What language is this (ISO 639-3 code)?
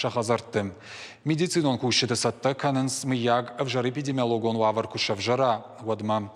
oss